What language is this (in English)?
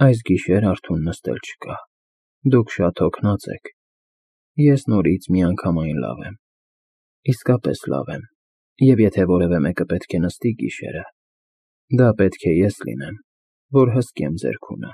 Armenian